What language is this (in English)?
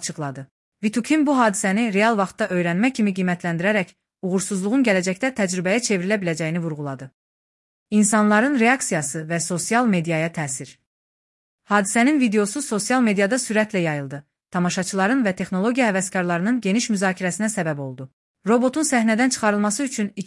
Azerbaijani